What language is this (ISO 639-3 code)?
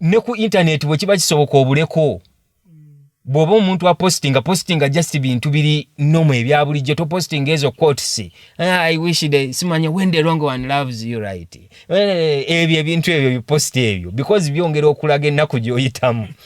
lug